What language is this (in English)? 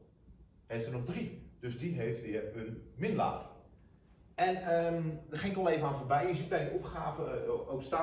Dutch